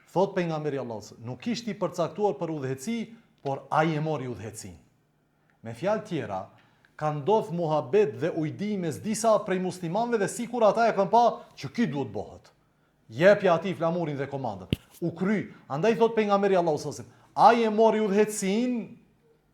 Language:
Albanian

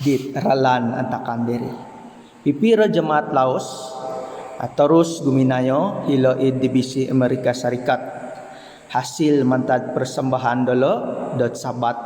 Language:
Central Dusun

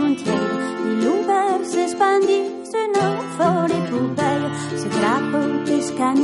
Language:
French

